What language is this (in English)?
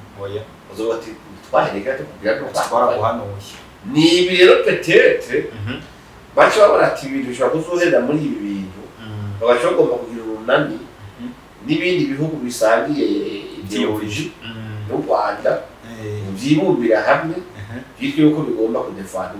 Rundi